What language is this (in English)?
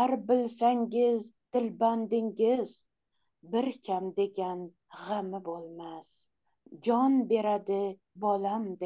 Turkmen